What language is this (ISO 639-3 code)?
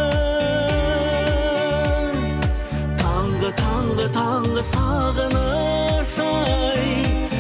kaz